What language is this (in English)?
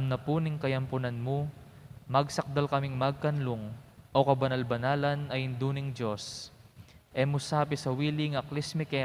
Pampanga